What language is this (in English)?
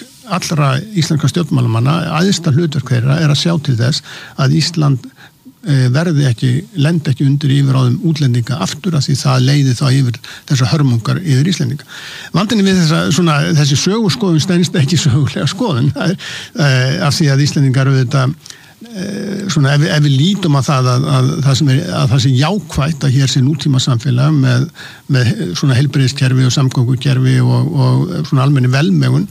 Icelandic